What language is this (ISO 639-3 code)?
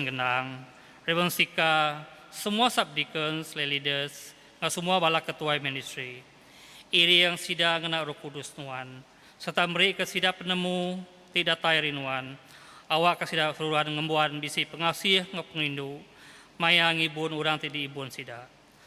iba